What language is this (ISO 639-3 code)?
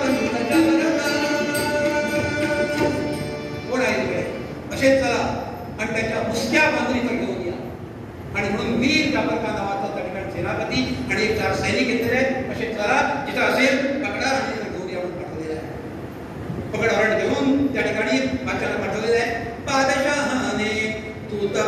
mar